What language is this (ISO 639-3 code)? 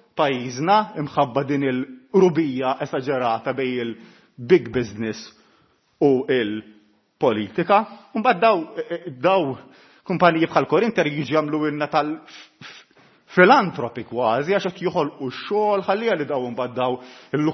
mlt